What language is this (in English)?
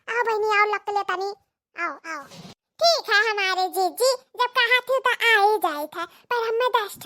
Awadhi